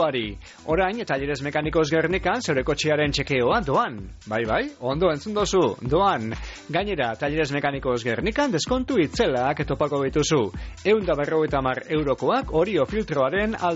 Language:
Basque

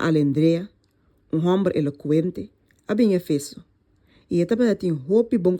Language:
Papiamento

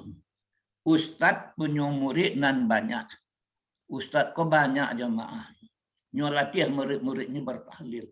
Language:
Minangkabau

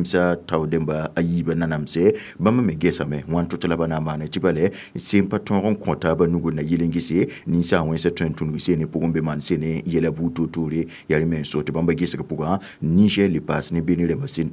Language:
Mossi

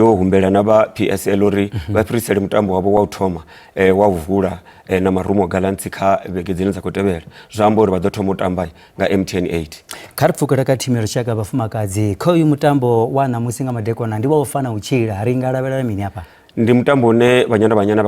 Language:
Venda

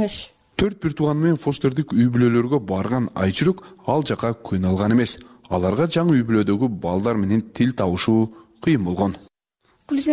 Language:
Kyrgyz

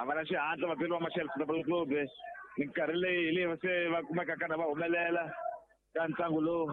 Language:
Tsonga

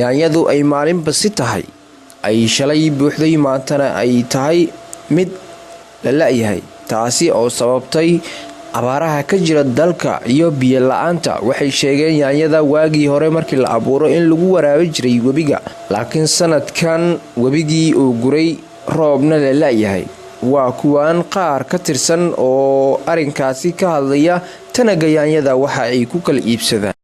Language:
Somali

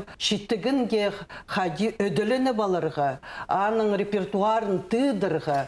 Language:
Khakas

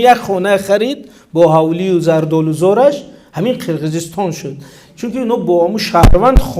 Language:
Tajik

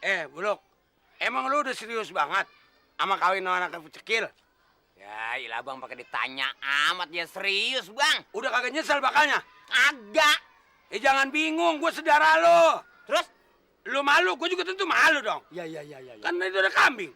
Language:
Betawi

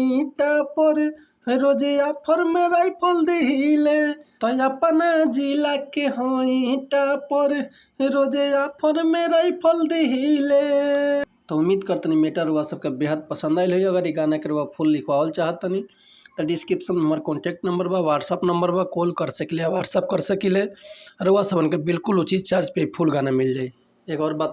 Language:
Bhojpuri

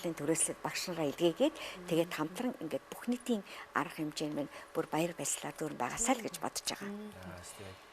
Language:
Mongolian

